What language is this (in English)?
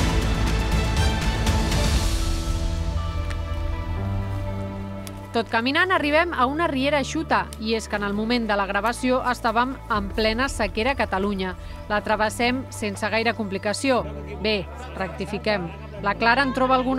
Catalan